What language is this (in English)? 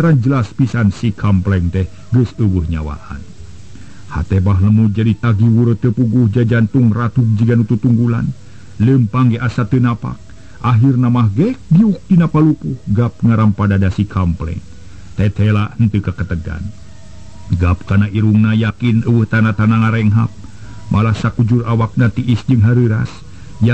Sundanese